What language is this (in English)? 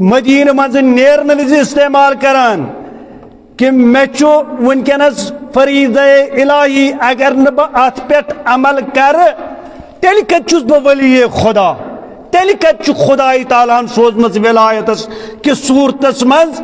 Kashmiri